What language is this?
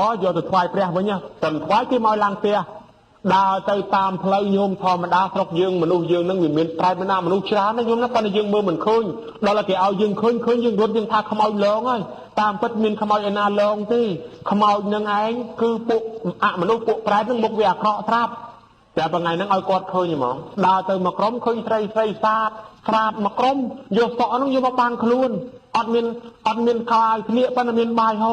Khmer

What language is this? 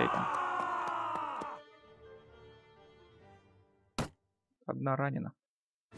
Russian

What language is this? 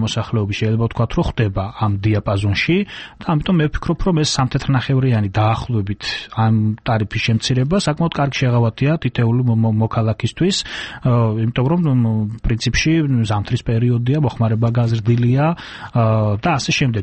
Georgian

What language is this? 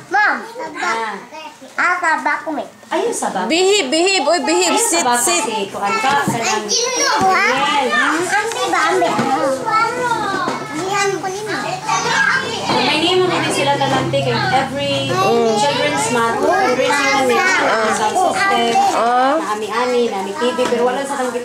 Cebuano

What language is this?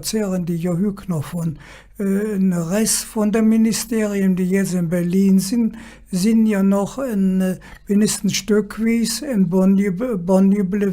Colognian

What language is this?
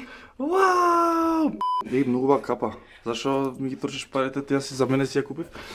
Macedonian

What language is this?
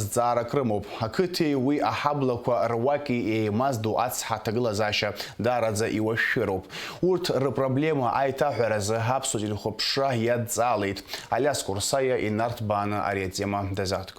Abkhazian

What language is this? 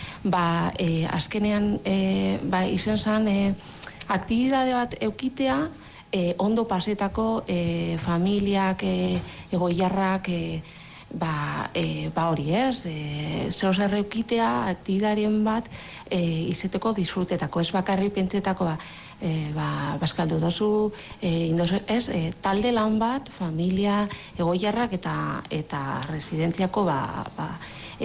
Basque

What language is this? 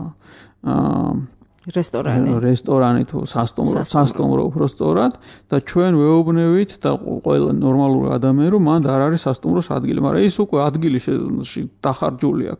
Georgian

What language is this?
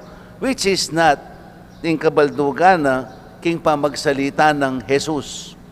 Pampanga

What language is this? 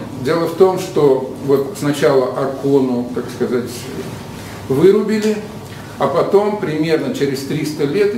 Russian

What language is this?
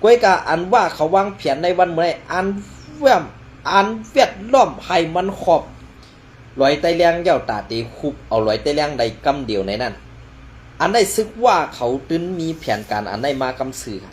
Shan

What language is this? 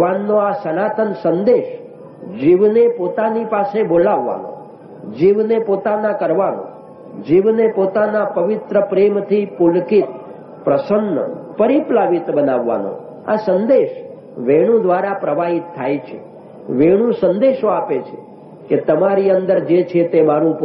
Gujarati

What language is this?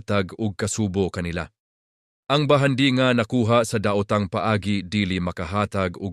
Cebuano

